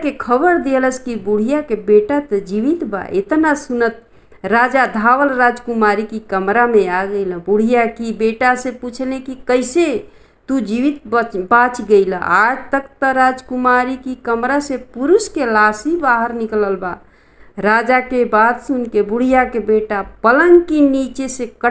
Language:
Bhojpuri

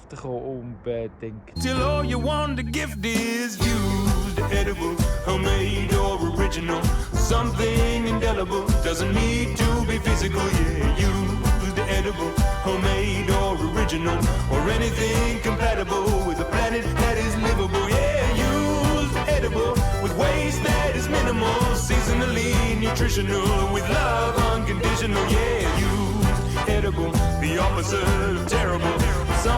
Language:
Swiss German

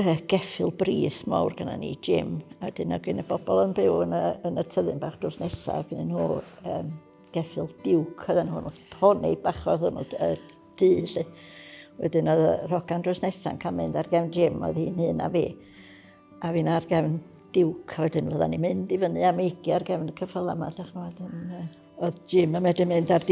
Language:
Welsh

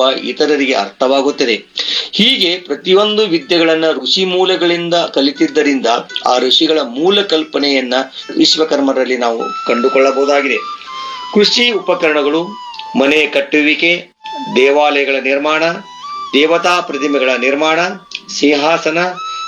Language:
Kannada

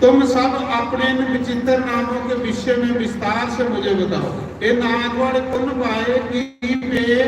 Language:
Dogri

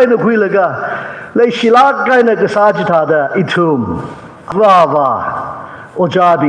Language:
Tangkhul Naga (India)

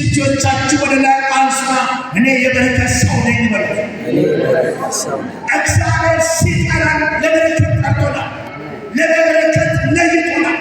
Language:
Amharic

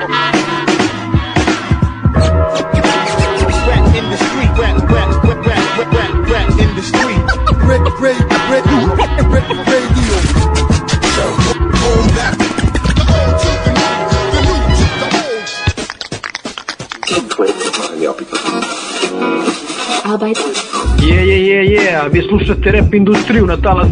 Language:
Serbian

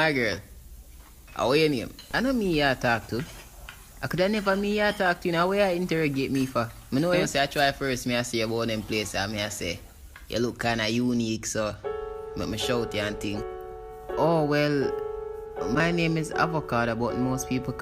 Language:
Jamaican Creole English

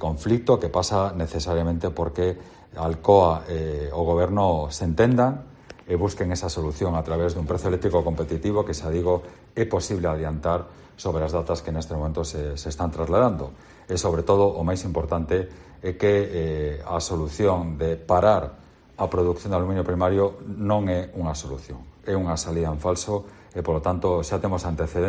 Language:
Galician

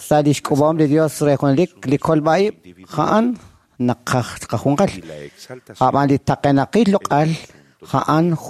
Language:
Kekchí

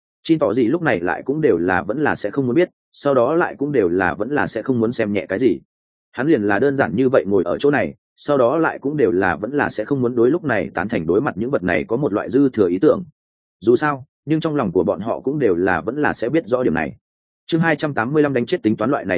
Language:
Vietnamese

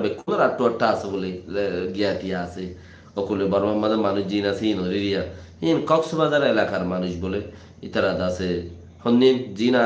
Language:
Rohingya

